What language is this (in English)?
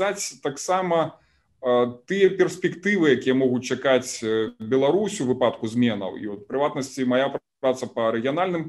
Belarusian